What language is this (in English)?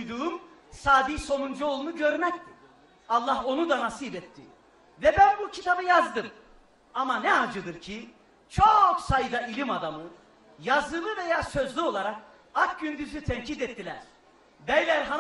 Turkish